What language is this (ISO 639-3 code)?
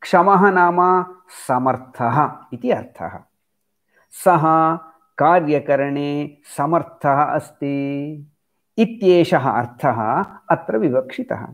san